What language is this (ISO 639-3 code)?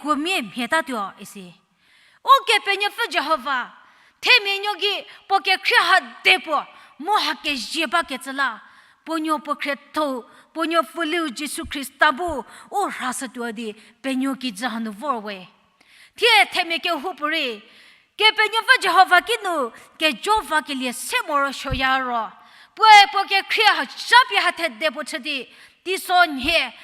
njm